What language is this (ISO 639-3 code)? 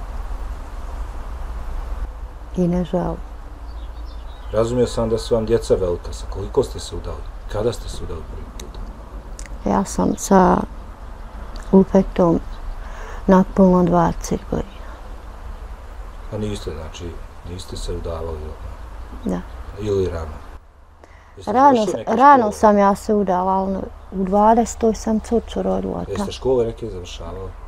bos